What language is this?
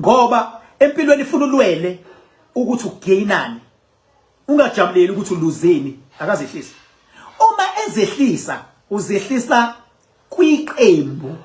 Zulu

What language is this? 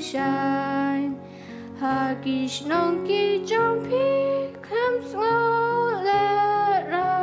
Khasi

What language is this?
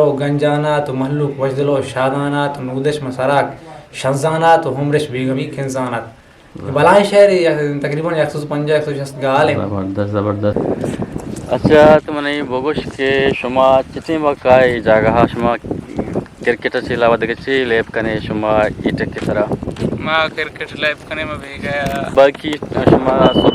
Eastern Balochi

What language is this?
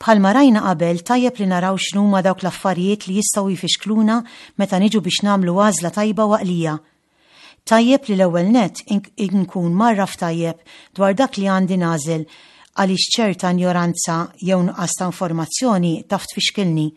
Maltese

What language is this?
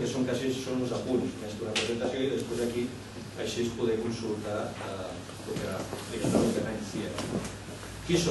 Catalan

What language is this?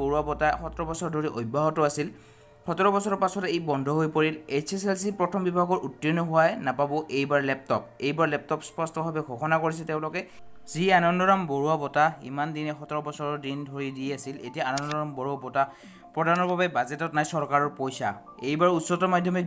Assamese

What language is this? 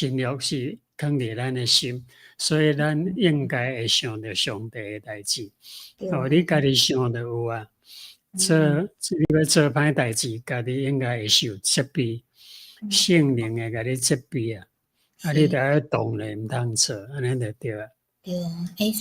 Min Nan Chinese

